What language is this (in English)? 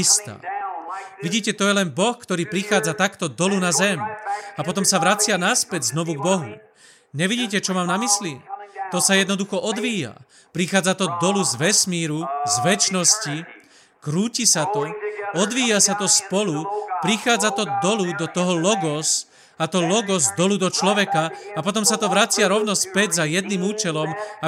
Slovak